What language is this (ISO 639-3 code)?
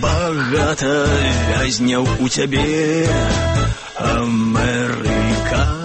bel